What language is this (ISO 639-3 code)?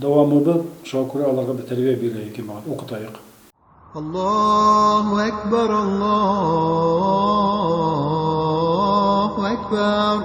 bak